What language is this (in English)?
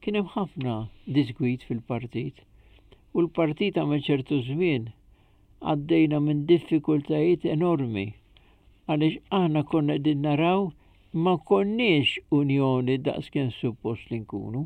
Maltese